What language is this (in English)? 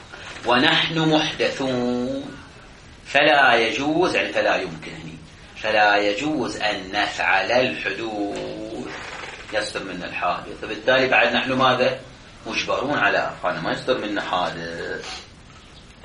Arabic